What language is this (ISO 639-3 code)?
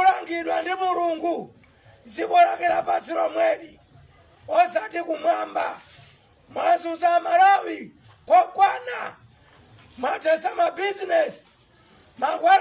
nya